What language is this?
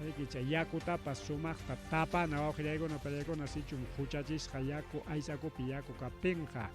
Ayacucho Quechua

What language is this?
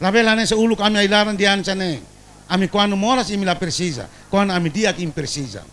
Tetum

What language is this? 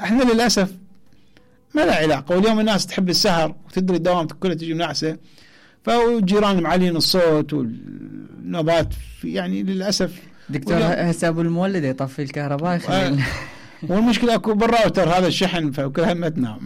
Mesopotamian Arabic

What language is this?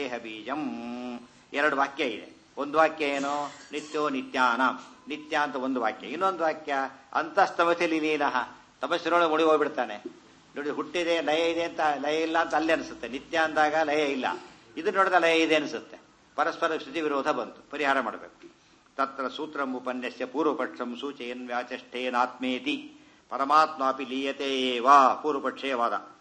Kannada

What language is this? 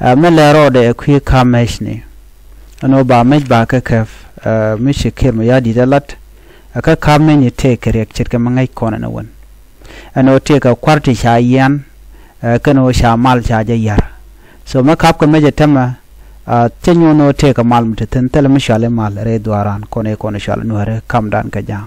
Nuer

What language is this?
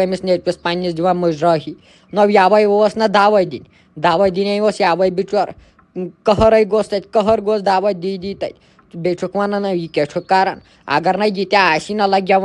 Kashmiri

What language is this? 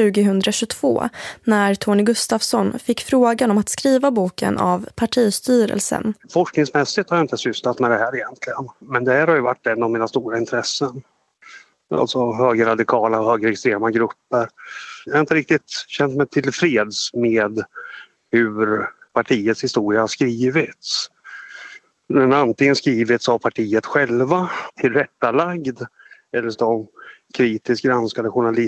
Swedish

